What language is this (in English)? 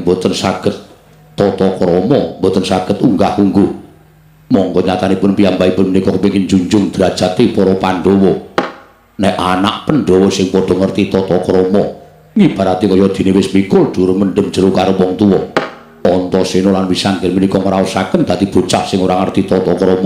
Javanese